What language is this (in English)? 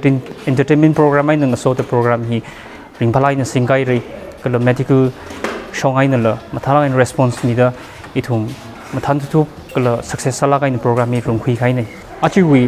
Tangkhul Naga (India)